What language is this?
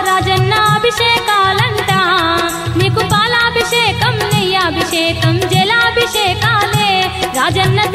Telugu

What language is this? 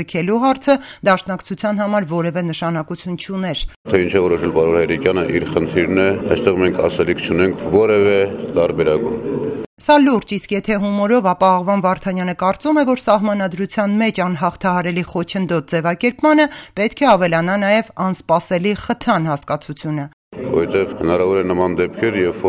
Armenian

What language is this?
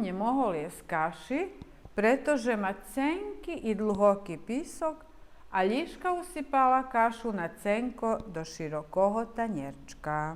Rusyn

